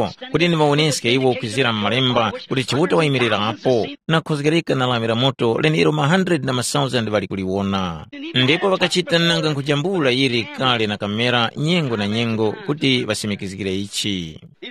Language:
Tumbuka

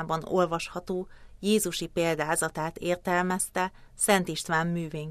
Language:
Hungarian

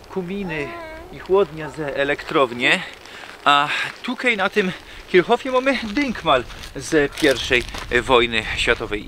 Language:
Silesian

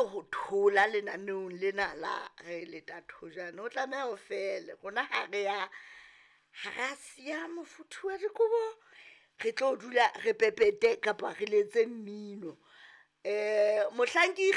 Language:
Southern Sotho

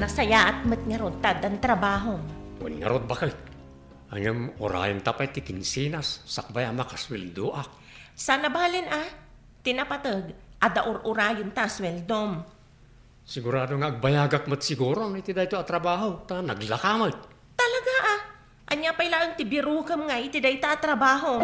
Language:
Iloko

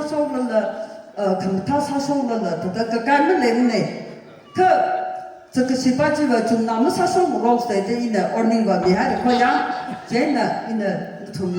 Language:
Tangkhul Naga (India)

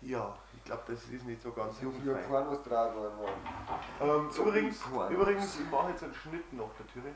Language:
Bavarian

